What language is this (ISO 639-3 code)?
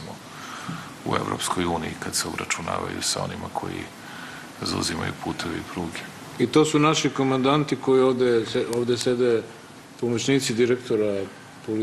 srp